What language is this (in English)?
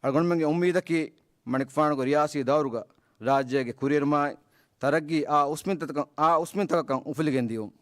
Divehi